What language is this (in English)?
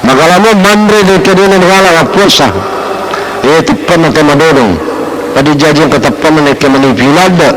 Buginese